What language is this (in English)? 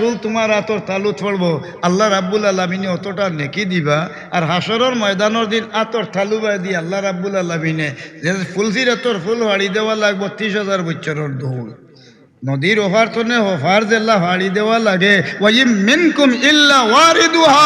Sylheti